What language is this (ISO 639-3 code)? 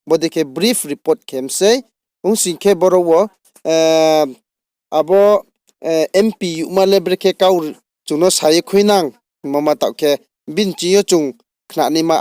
ria